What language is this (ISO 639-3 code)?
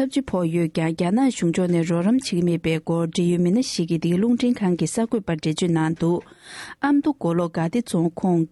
bod